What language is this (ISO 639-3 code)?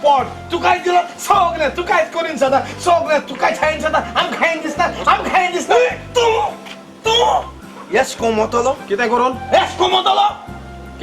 kok